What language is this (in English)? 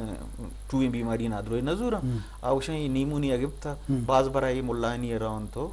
Eastern Balochi